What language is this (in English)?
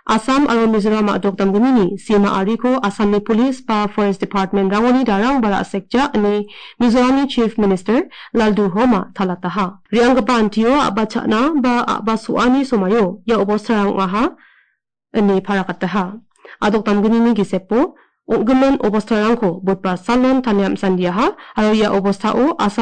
Garo